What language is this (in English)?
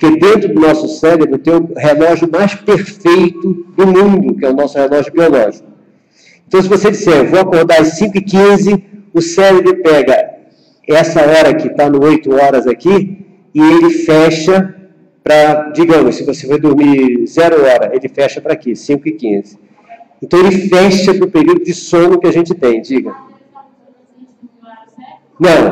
Portuguese